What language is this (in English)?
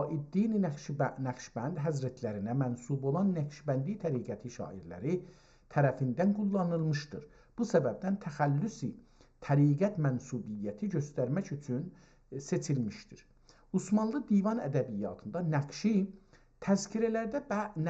South Azerbaijani